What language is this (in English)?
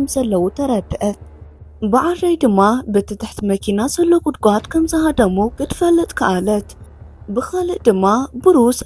Tigrinya